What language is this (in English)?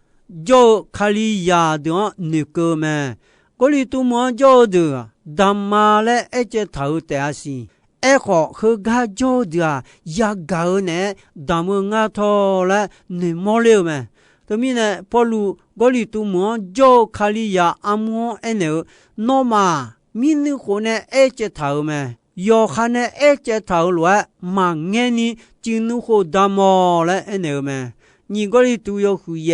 Akha